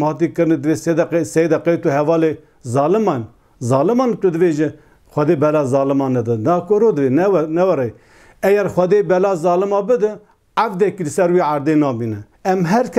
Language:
Kurdish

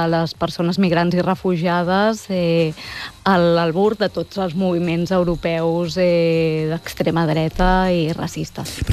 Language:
Catalan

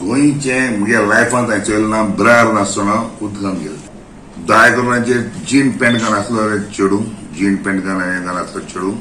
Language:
Konkani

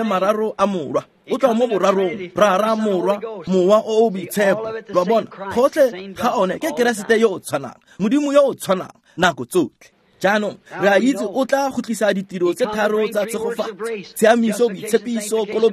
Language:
Tswana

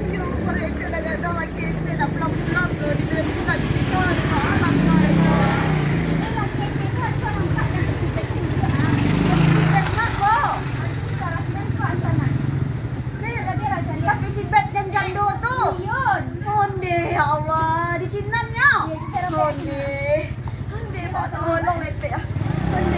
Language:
Minangkabau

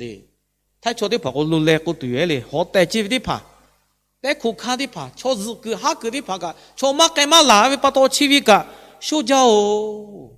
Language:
Lahu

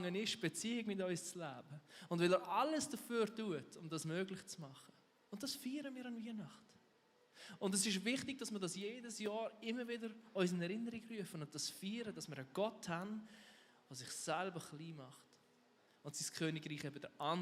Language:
Swiss German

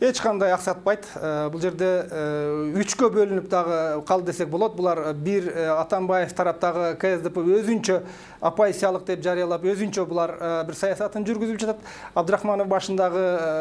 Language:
Kyrgyz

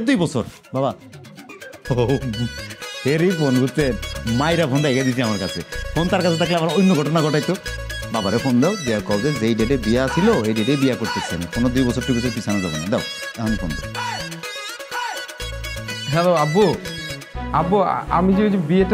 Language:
Bangla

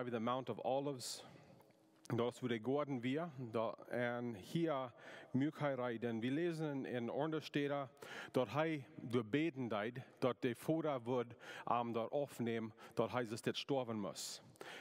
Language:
Plautdietsch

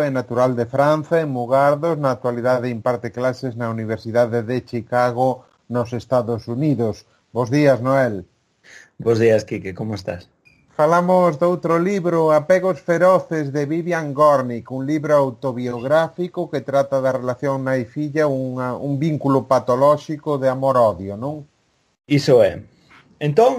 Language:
Galician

